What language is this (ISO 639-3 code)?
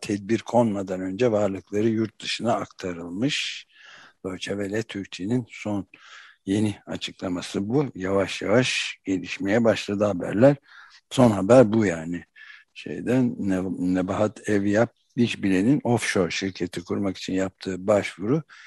tur